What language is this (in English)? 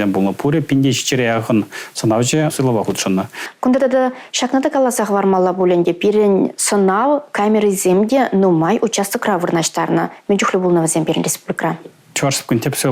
Chuvash